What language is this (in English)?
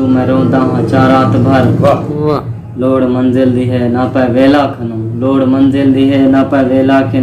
Saraiki